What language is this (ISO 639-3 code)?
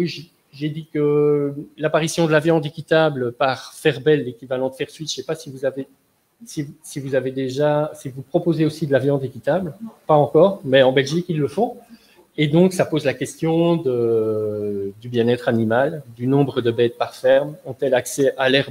fra